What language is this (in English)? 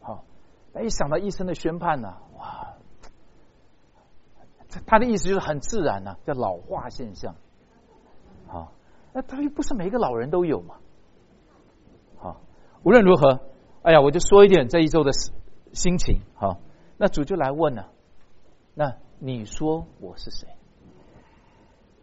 Chinese